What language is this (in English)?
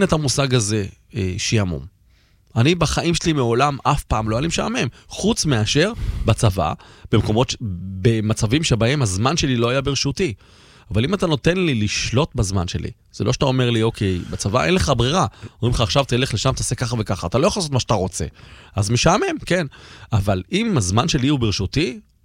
Hebrew